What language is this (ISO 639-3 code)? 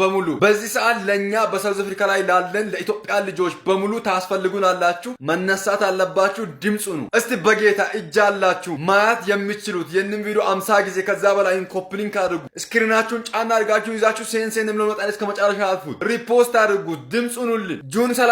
amh